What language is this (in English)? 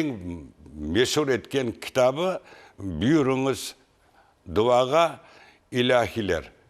Crimean Tatar